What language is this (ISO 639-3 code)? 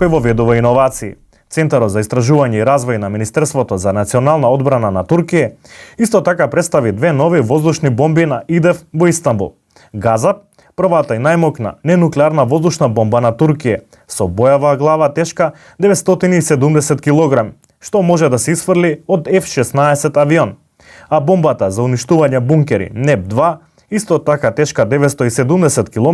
mkd